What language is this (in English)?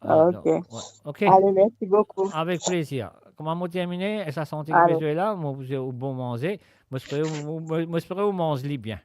Morisyen